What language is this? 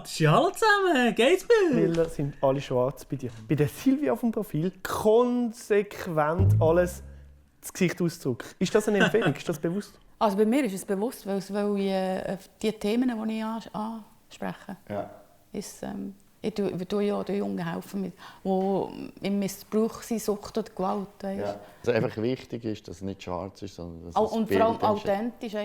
Swiss German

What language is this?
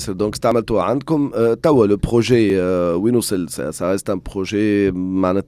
Tunisian Arabic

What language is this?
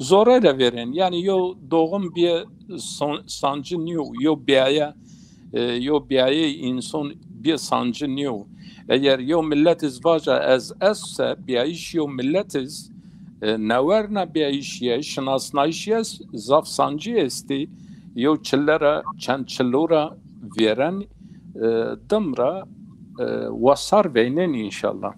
Zaza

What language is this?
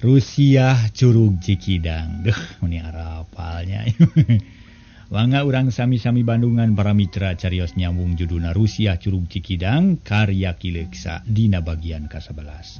Sundanese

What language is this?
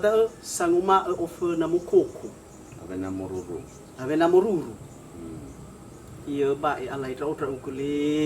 Nias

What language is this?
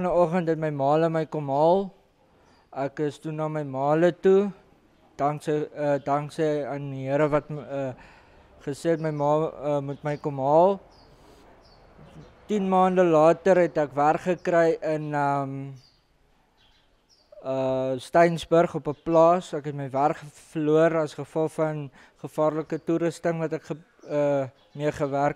Afrikaans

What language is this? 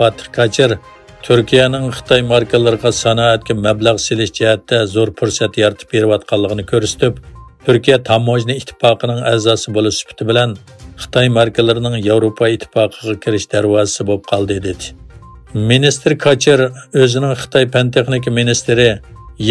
Uyghur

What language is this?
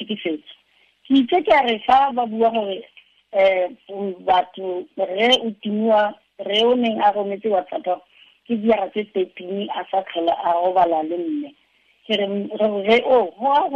Tswana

